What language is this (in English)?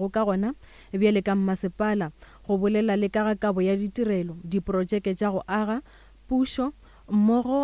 Northern Sotho